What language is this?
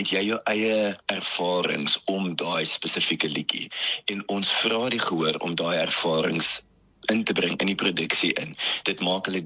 Afrikaans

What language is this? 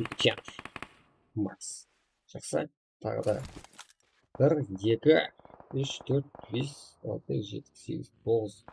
Kara-Kalpak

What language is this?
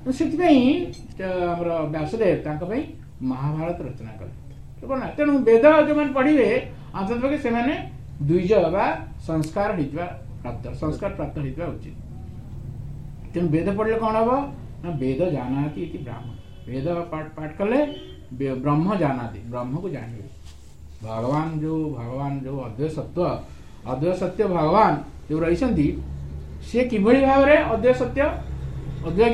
Odia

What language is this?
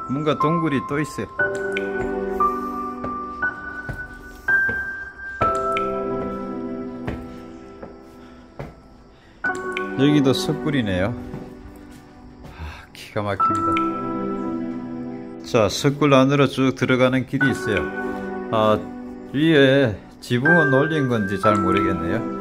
Korean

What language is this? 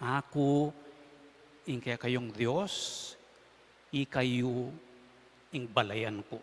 Pampanga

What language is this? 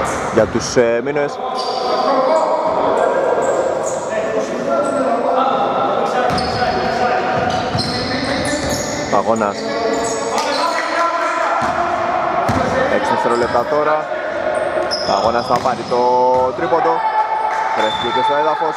Greek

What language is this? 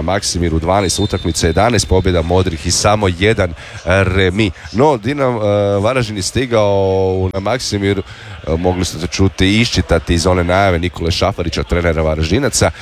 Croatian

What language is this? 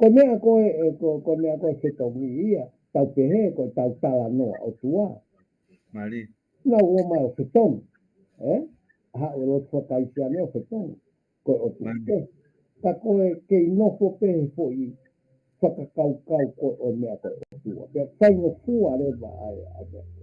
Tongan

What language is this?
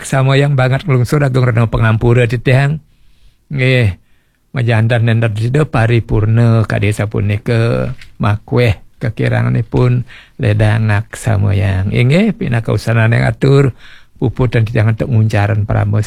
Balinese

